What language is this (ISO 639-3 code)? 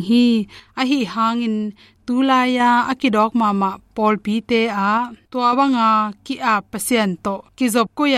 ctd